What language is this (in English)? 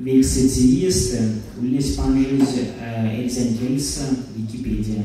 Erzya